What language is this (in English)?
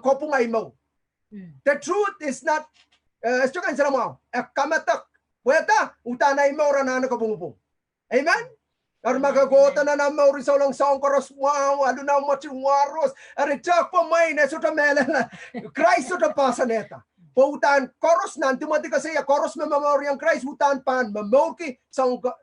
Pohnpeian